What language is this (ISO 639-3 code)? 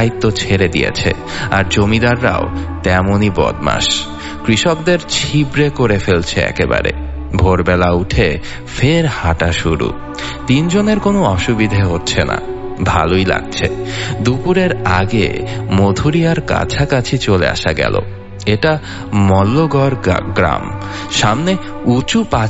ben